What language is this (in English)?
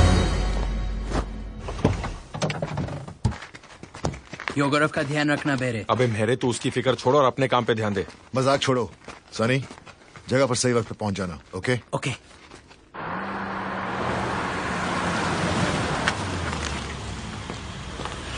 Hindi